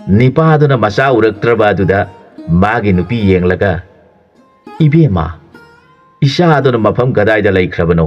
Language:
Manipuri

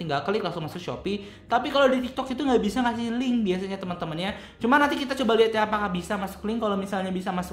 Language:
Indonesian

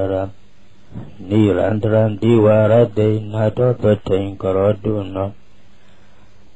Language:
Burmese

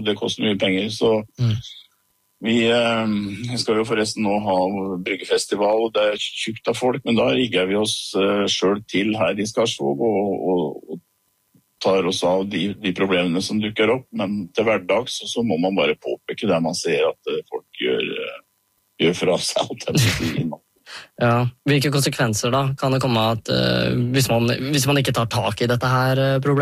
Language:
Norwegian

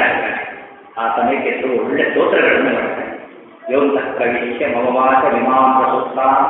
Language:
Kannada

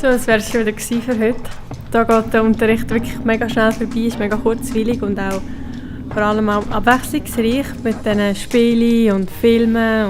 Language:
Swiss German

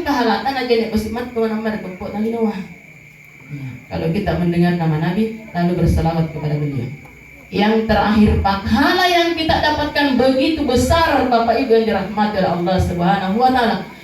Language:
Makasar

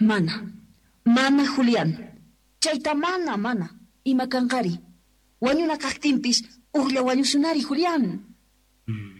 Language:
South Bolivian Quechua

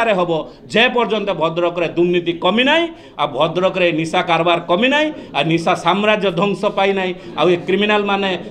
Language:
Odia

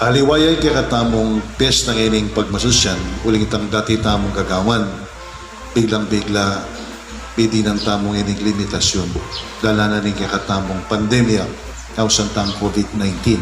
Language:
Pampanga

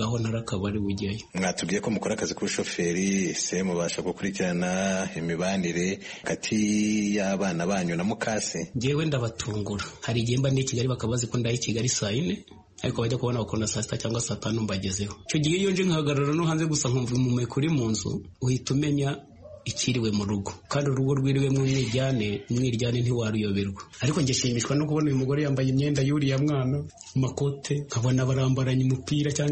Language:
Kinyarwanda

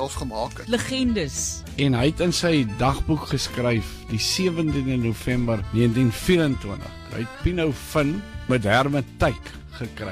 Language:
Afrikaans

